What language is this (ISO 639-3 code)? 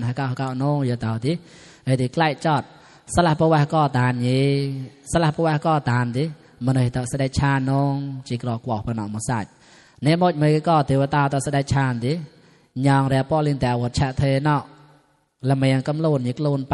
mnw